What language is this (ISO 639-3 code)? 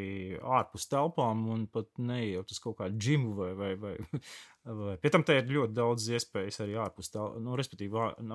lav